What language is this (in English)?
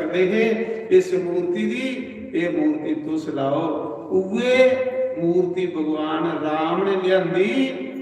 Dogri